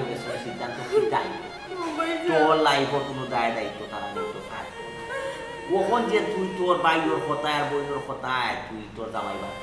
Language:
Sylheti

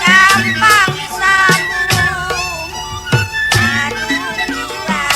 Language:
Betawi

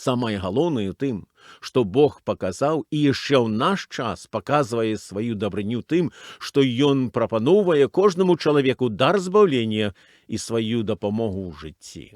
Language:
Belarusian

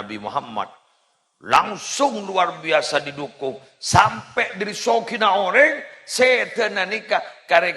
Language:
Madurese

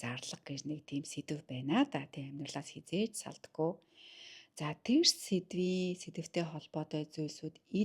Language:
Mongolian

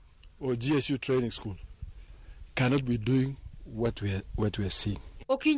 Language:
Luo (Kenya and Tanzania)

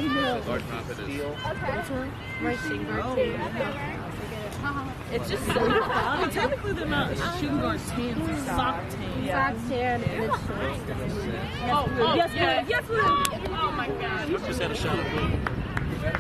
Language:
English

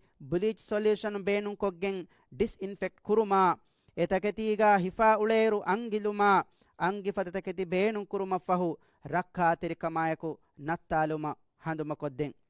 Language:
Divehi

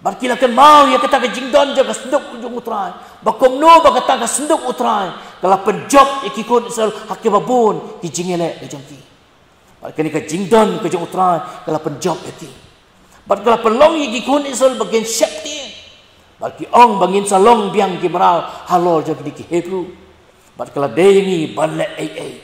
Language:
Khasi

